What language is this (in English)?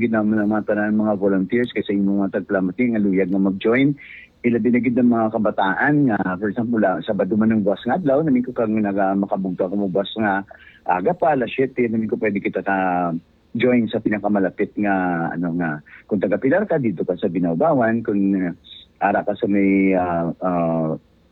Hiligaynon